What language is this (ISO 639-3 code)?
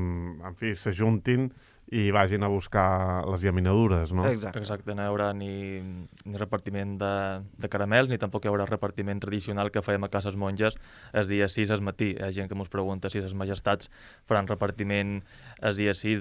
cat